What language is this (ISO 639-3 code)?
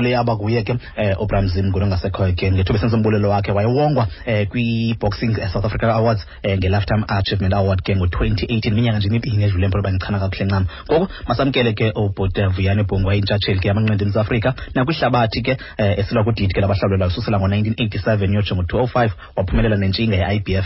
xho